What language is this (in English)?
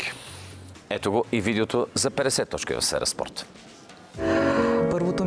Bulgarian